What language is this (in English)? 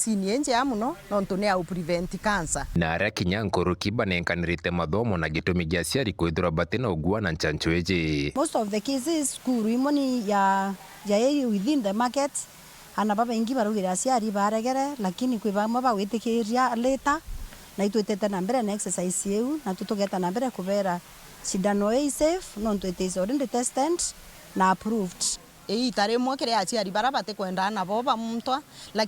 Meru